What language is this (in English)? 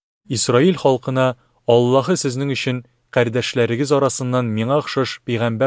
Tatar